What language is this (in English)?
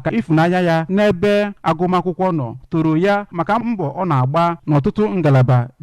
Igbo